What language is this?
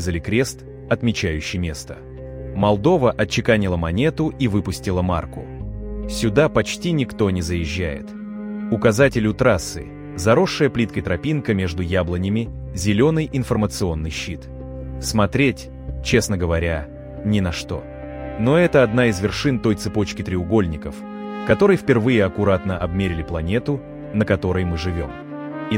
Russian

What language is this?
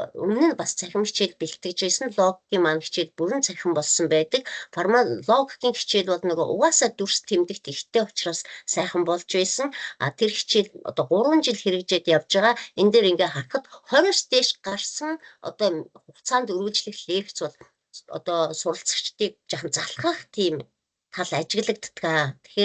Mongolian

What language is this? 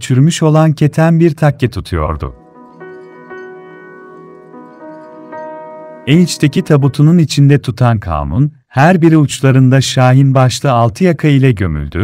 Turkish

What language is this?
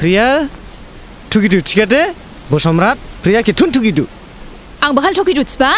Dimasa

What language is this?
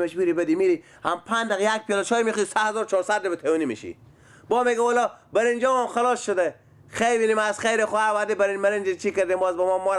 Persian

